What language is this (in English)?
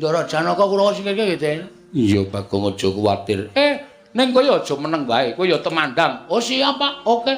Javanese